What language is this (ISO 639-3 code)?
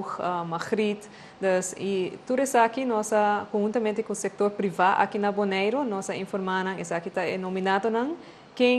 pap